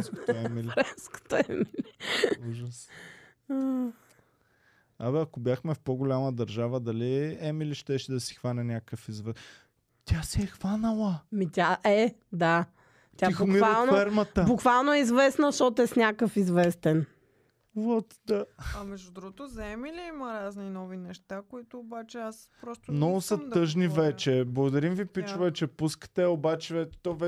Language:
Bulgarian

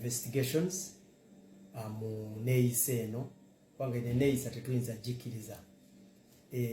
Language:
Ganda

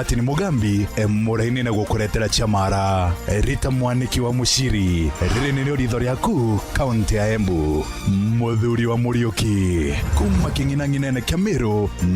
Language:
Meru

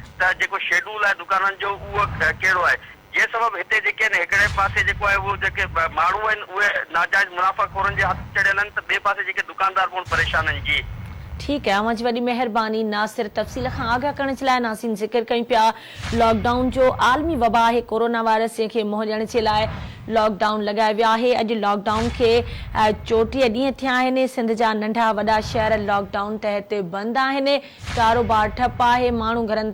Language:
Sindhi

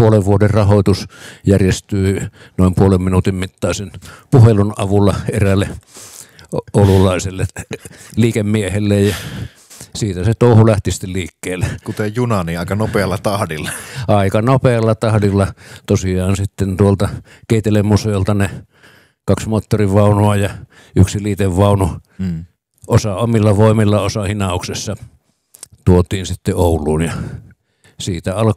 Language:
Finnish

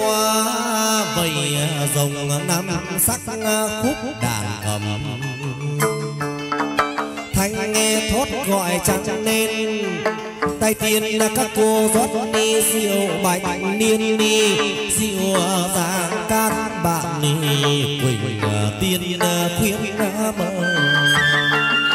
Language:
Vietnamese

